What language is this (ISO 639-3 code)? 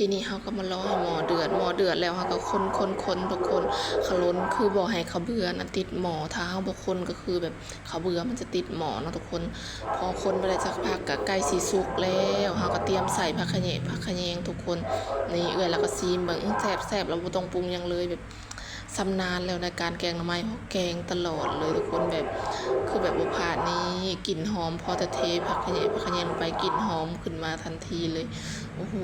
lao